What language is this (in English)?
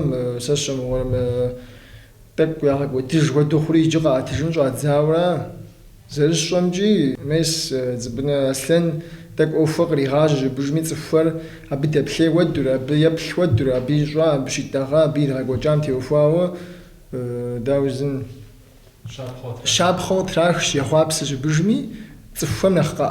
Kabardian